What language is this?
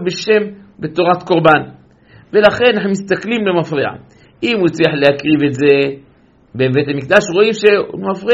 Hebrew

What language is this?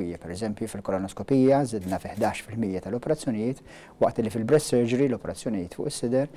Maltese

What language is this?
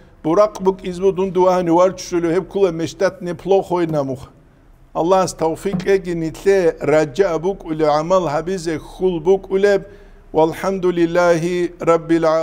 Avaric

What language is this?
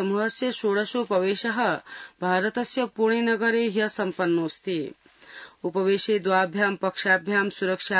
Sanskrit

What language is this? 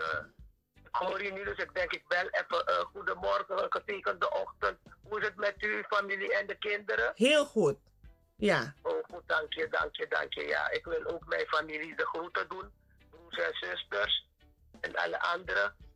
Dutch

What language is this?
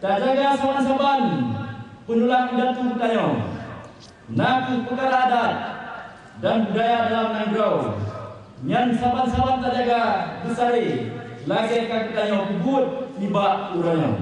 Achinese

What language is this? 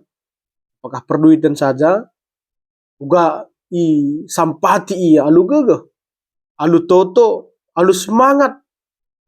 Batak Karo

